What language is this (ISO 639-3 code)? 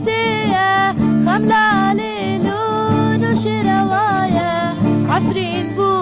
kur